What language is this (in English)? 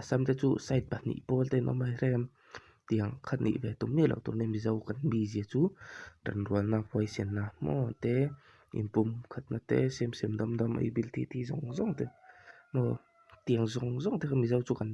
Mizo